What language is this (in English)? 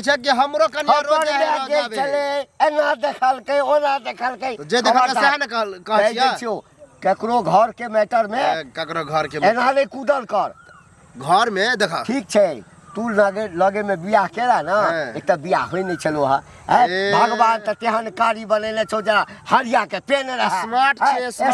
Maithili